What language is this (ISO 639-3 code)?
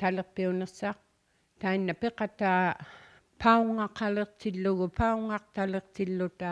iku